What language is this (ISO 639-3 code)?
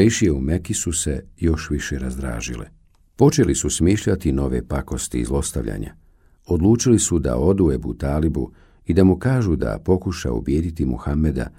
bos